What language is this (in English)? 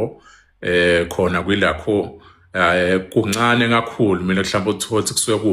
Zulu